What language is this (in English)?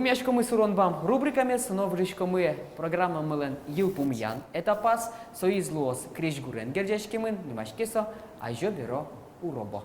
Udmurt